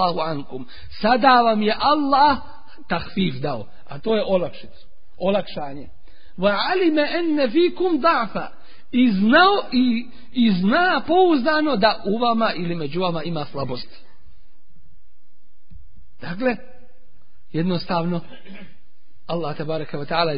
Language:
Bosnian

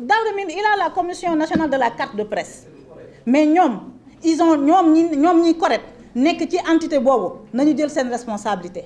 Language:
Wolof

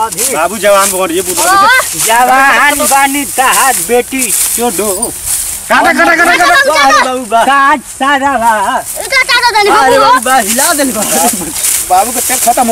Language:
Bhojpuri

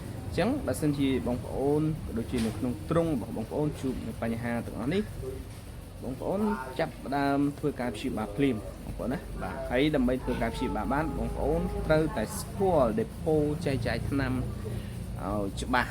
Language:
Khmer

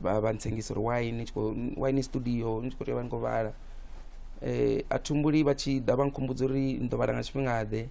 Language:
Venda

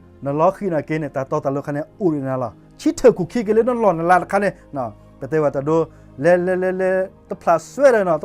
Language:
S'gaw Karen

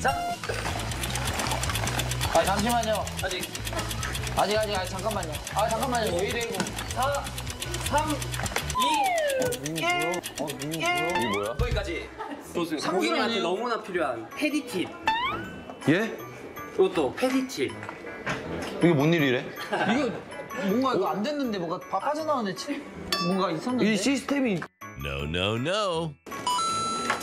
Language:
Korean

